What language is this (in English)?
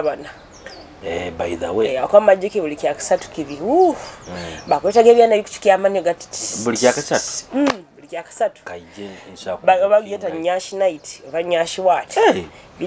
Nyoro